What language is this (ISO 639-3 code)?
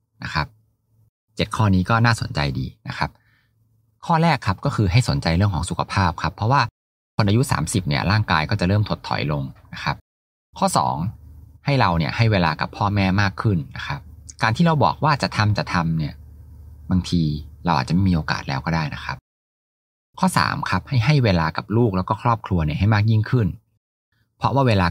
tha